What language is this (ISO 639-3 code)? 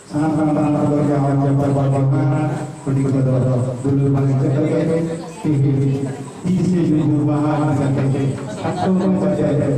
sat